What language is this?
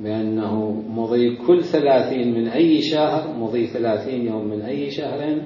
Mesopotamian Arabic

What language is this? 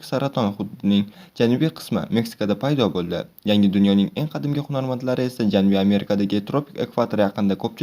Uzbek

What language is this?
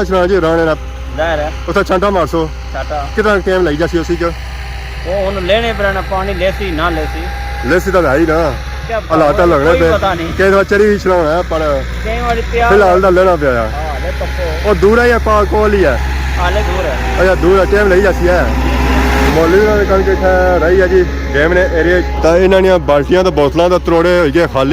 Pahari-Potwari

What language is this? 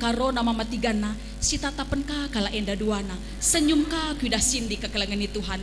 Batak Karo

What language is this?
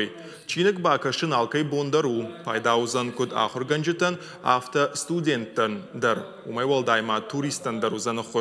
Ossetic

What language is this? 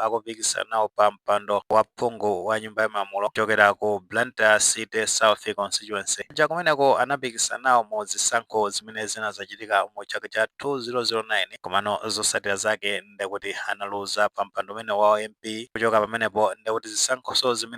Nyanja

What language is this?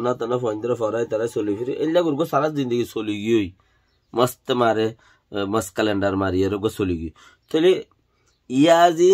Rohingya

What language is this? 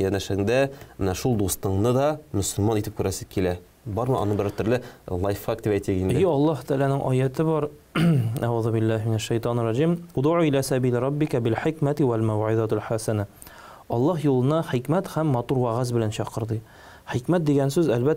Tatar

